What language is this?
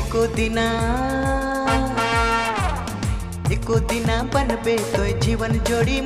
Sadri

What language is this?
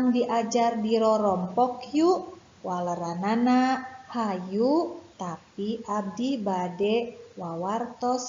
Sundanese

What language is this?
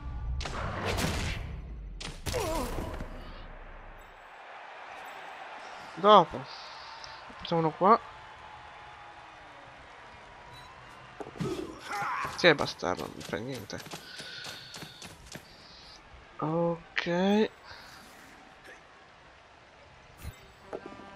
Italian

